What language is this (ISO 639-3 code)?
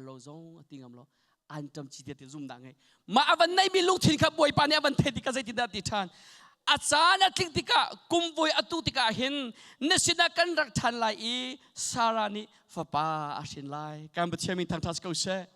cnh